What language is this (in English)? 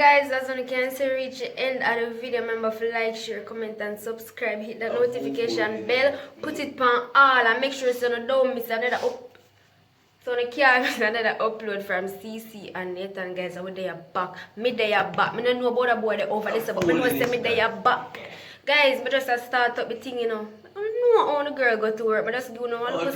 Jamaican Creole English